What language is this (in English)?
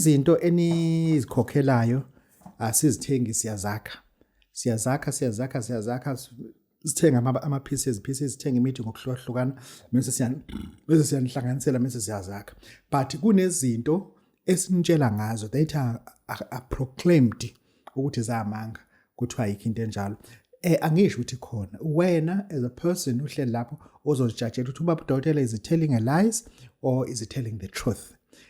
Zulu